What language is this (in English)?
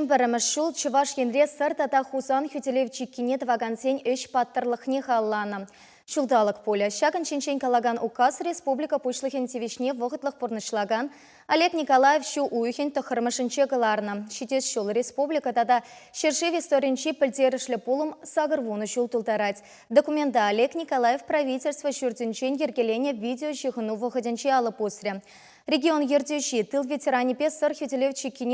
Chuvash